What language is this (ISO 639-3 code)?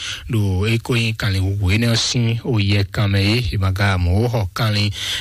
fon